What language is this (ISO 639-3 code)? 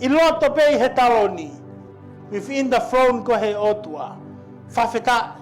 ton